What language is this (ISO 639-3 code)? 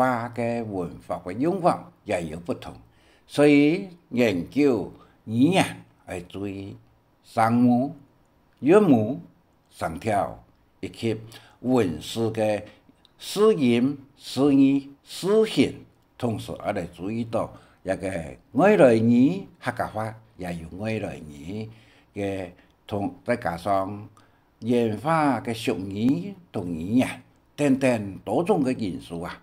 hak